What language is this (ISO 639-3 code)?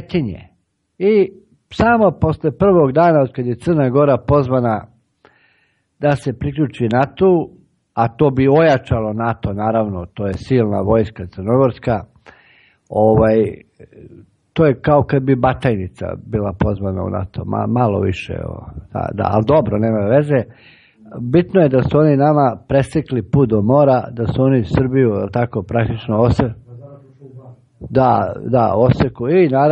srp